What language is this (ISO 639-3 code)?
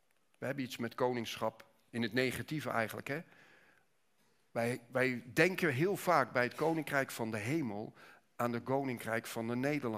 nld